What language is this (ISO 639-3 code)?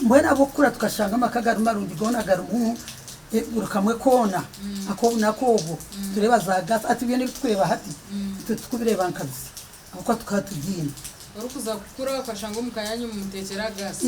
nyn